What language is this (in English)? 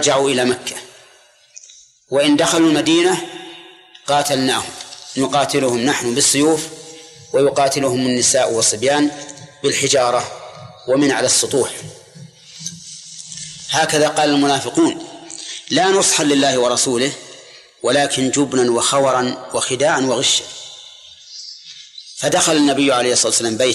Arabic